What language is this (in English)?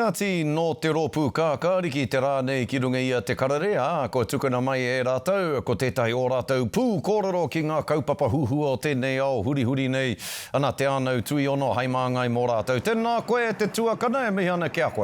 Māori